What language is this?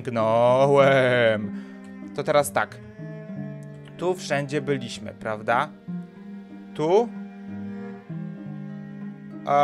Polish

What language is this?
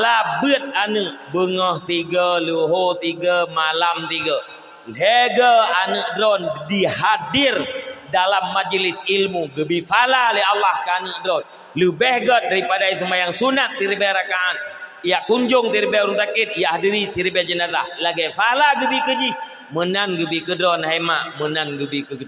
Achinese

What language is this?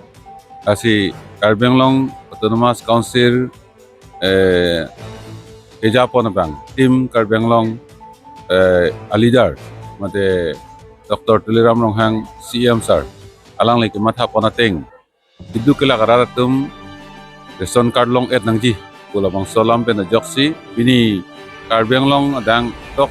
Karbi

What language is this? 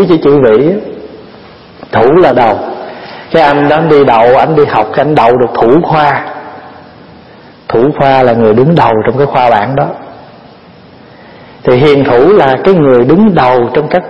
Vietnamese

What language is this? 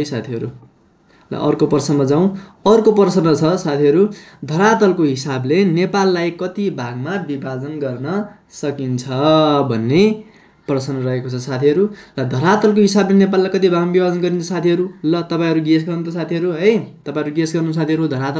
Nepali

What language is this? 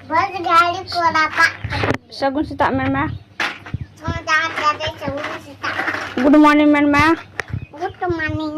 Santali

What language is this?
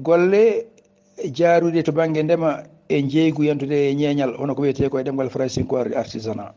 Fula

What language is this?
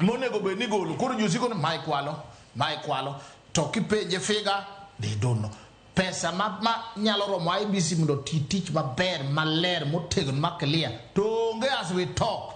Luo (Kenya and Tanzania)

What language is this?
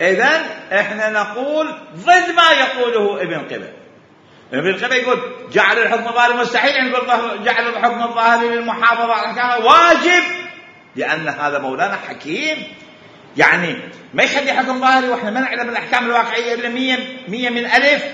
Mesopotamian Arabic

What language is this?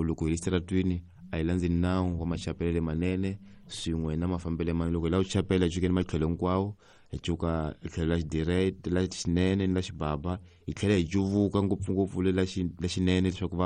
Tsonga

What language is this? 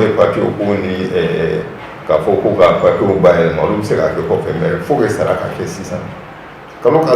Bambara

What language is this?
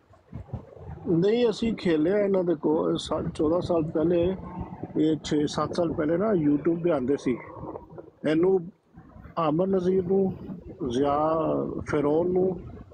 Punjabi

